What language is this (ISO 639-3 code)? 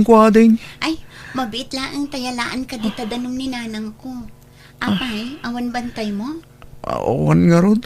ilo